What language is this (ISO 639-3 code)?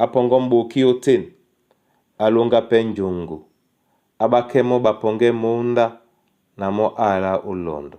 dua